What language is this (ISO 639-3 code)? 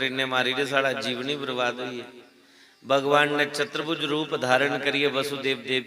doi